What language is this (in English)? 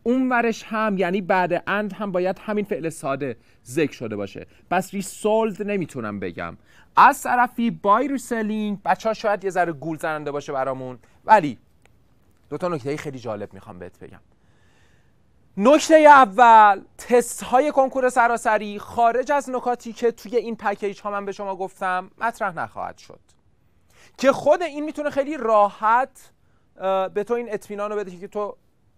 Persian